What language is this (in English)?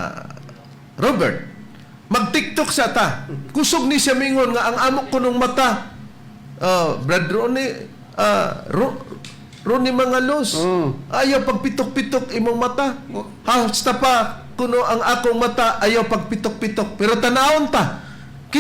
Cebuano